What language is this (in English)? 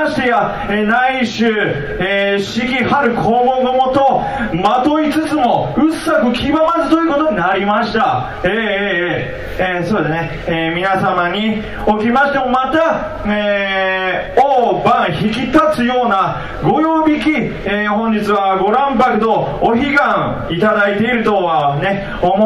Japanese